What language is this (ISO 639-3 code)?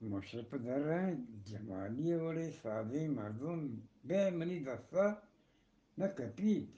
bgp